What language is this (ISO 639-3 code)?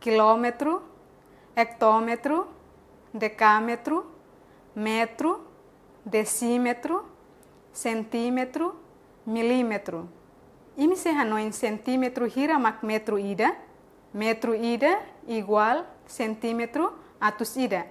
tet